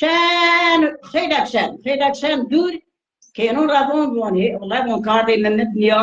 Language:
Zaza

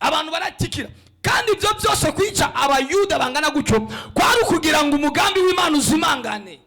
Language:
Rundi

